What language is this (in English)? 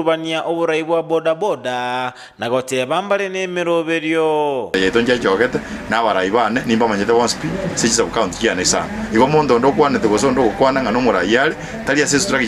Gusii